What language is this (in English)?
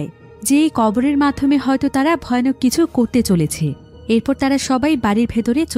Bangla